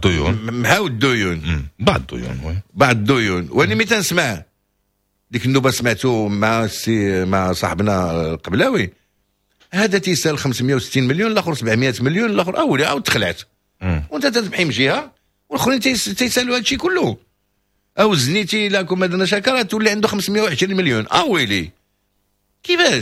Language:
Moroccan Arabic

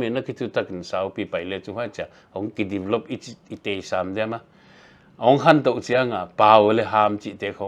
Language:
Paite Chin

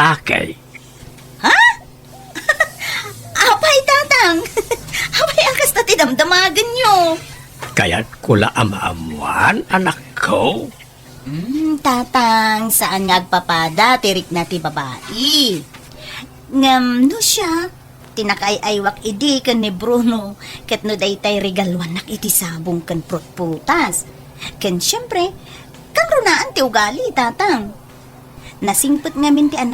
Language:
Iloko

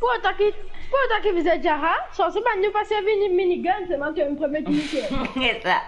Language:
Morisyen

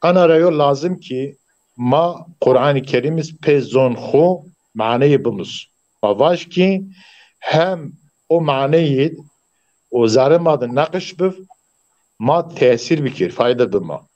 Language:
Zaza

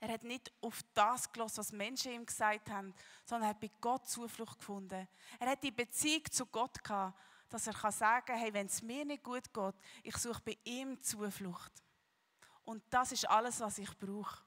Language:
Swiss German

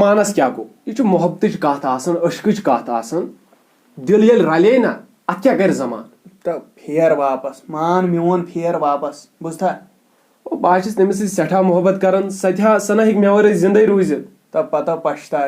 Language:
Kashmiri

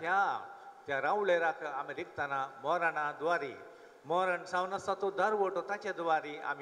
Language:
Konkani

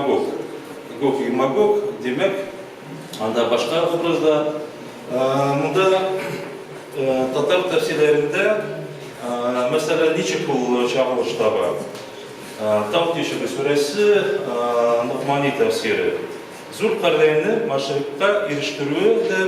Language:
Tatar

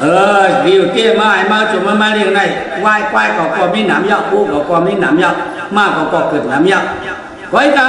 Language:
Shan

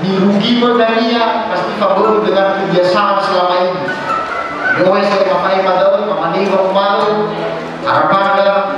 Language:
Nias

